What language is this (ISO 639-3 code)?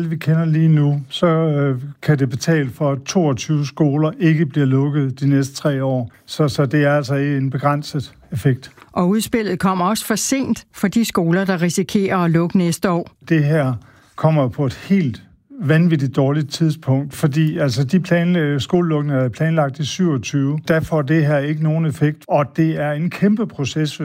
dan